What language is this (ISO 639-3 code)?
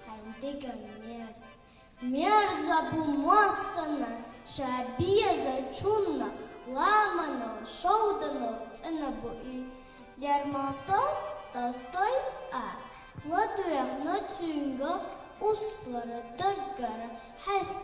che